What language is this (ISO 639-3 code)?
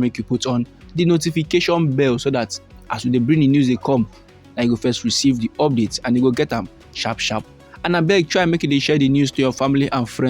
pcm